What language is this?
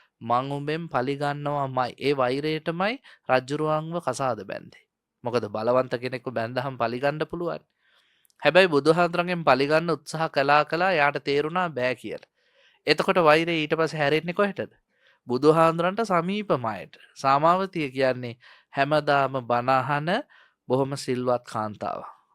Sinhala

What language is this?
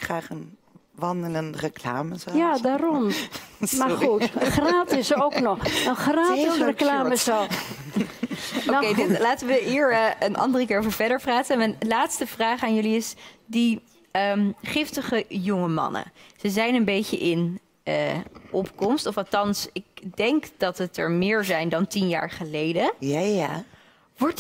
Dutch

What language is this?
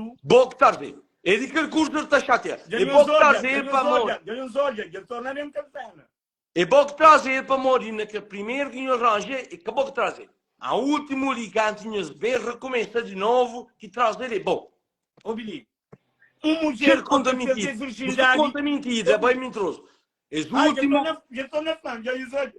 Kabuverdianu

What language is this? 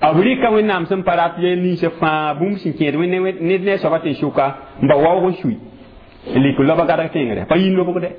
Mossi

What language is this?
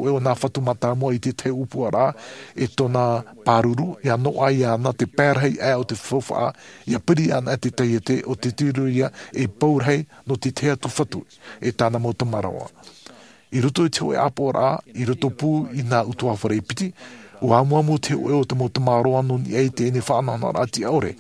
Tahitian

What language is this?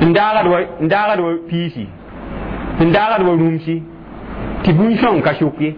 Mossi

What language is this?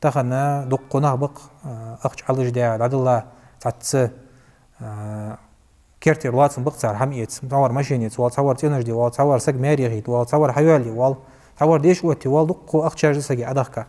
Ingush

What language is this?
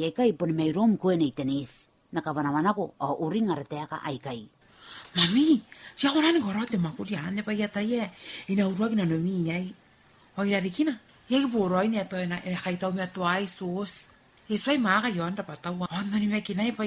Gilbertese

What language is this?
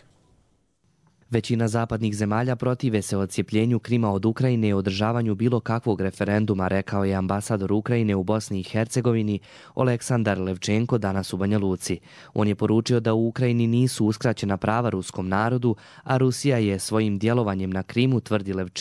Bosnian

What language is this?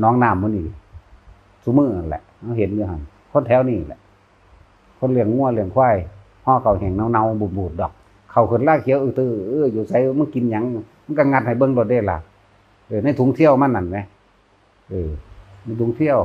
Northeastern Thai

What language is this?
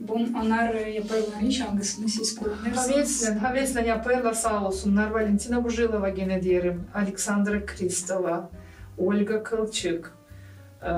Gagauz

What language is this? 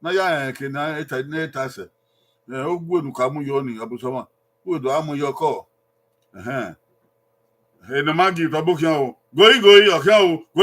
Bini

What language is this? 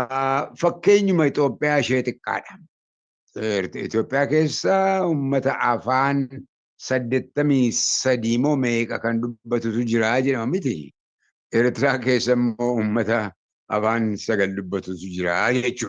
Oromo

